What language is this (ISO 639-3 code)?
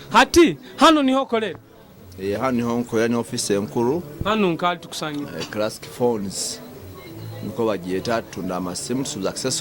nyo